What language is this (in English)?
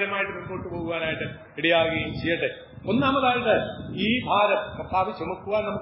Malayalam